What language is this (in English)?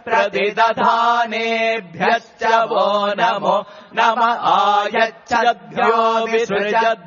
Sanskrit